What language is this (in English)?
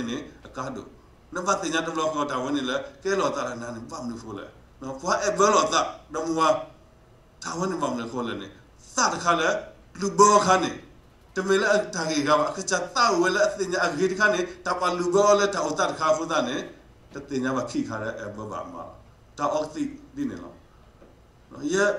S'gaw Karen